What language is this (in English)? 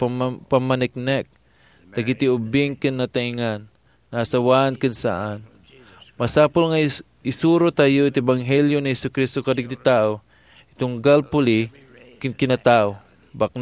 Iloko